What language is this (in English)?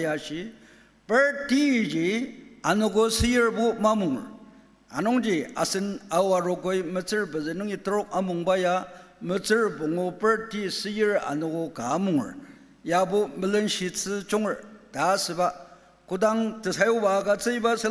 Ao Naga